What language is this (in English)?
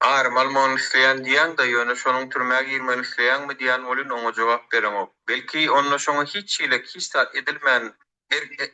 Turkmen